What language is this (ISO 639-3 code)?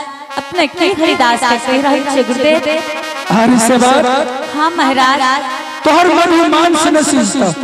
anp